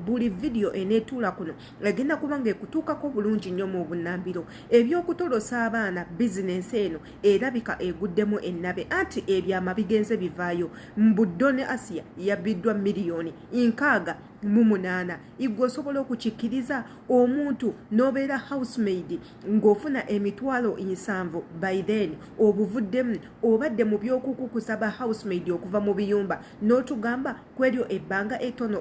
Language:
Ganda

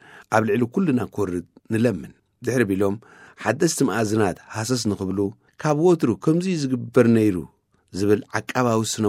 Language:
Tigrinya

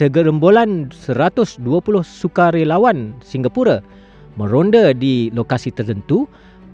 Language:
Malay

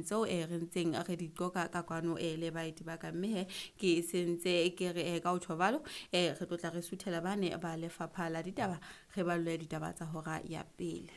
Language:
Southern Sotho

